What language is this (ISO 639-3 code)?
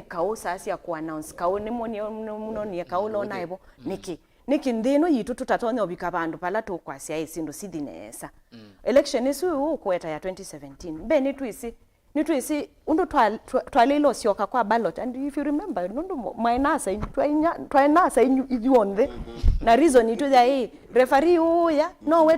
kam